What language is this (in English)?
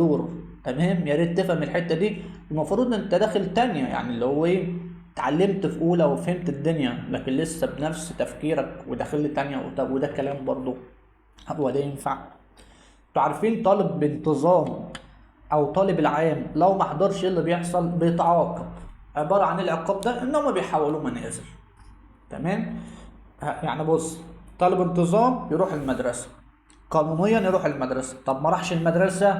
Egyptian Arabic